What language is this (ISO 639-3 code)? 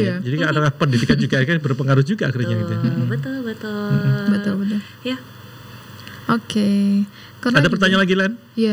ind